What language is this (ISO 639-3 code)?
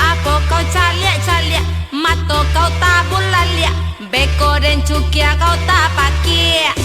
min